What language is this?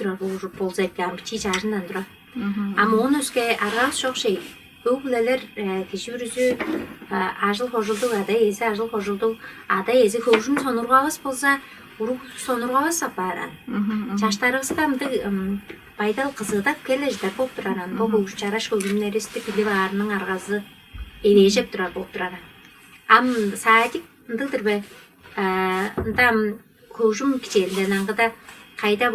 Tuvinian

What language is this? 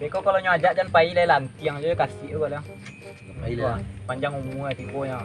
Minangkabau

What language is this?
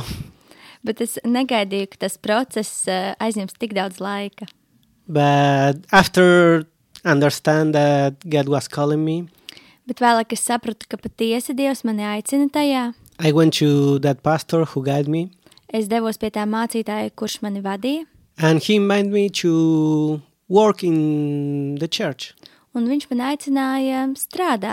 Latvian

